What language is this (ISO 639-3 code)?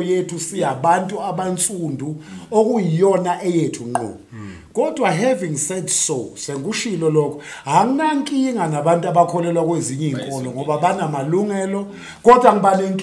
zul